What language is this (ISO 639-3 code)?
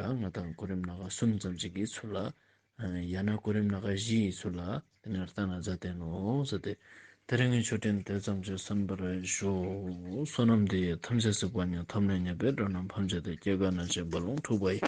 lbj